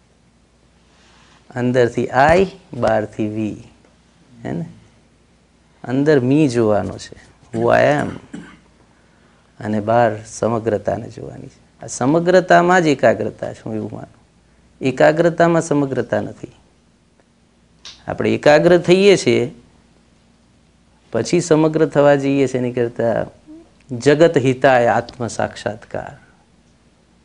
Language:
Gujarati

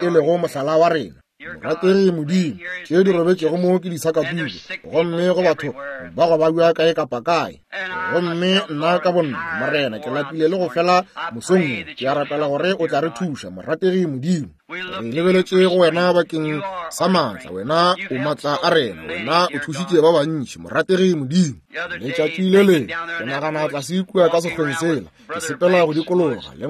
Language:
Northern Sotho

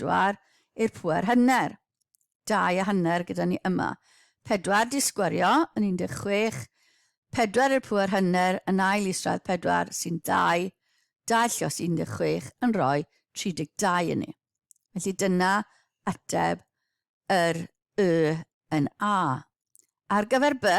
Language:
Welsh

